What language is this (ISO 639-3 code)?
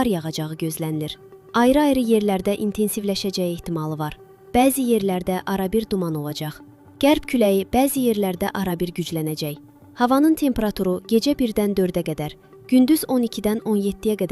aze